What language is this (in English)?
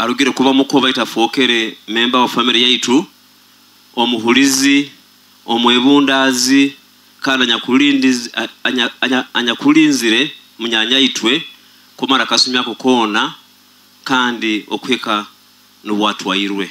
Nyoro